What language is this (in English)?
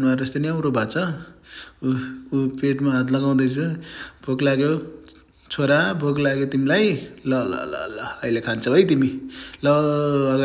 Nepali